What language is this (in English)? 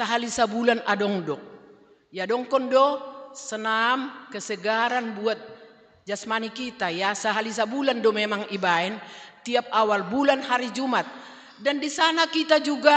Batak Simalungun